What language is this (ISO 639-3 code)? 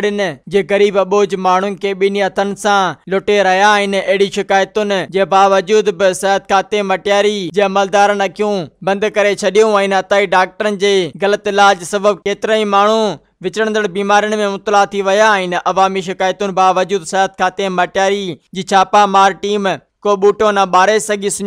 snd